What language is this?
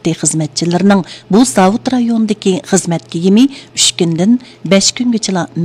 Uyghur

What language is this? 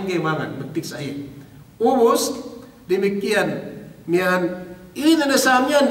Yakan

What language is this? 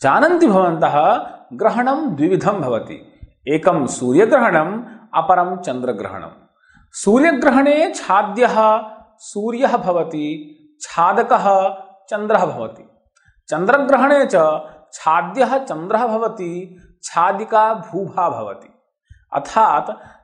Sanskrit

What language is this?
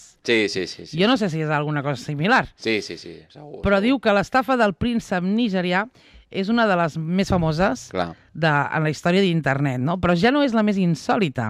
Catalan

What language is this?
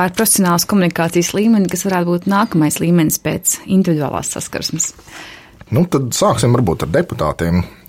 Latvian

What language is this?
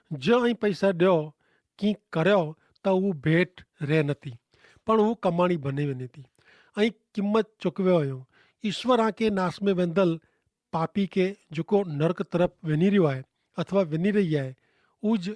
Kachhi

